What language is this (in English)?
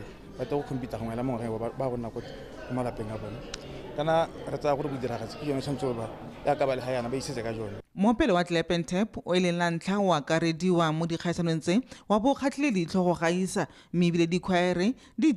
Tswana